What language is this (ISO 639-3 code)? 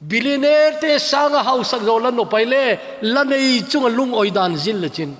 tcz